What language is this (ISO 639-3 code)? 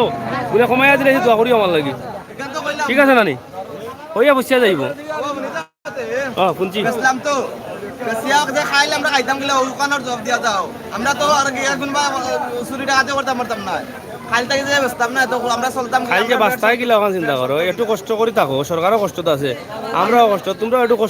syl